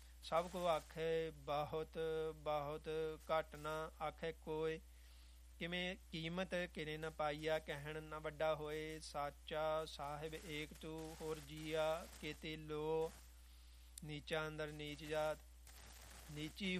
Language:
Punjabi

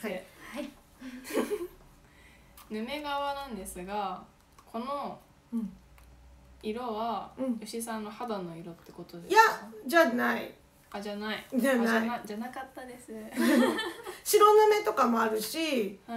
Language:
Japanese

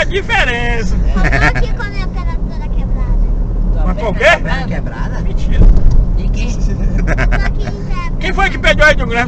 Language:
Portuguese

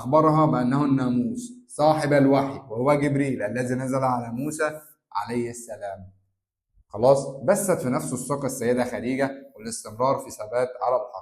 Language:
Egyptian Arabic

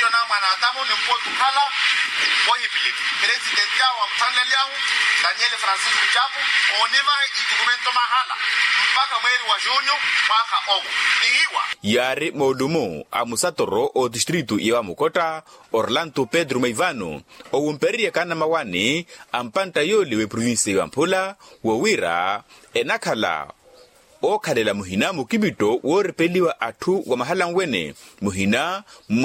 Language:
Makhuwa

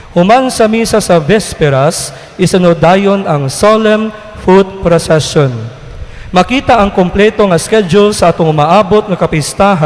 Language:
Cebuano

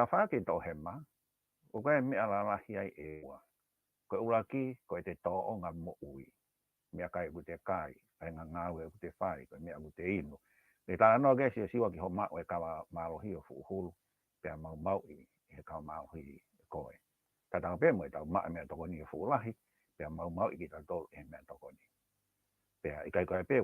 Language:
Tongan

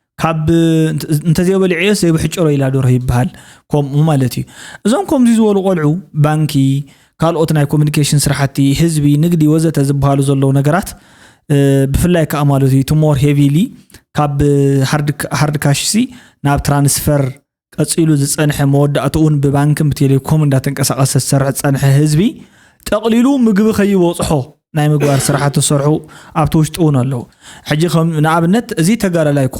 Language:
Tigrinya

